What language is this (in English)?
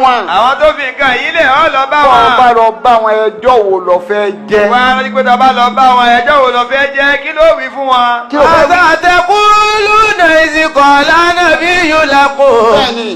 Yoruba